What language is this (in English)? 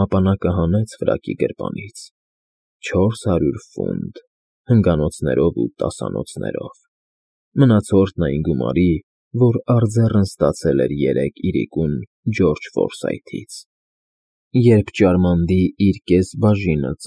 Armenian